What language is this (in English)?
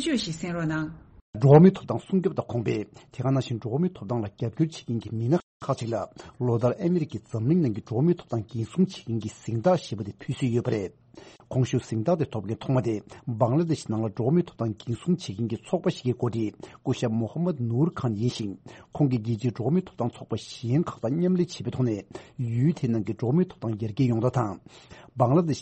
Tibetan